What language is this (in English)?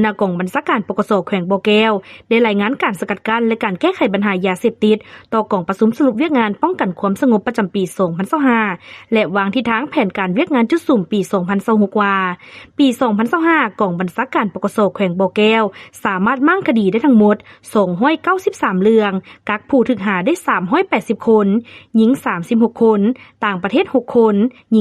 Lao